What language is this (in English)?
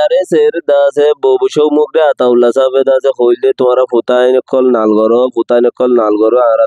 Rohingya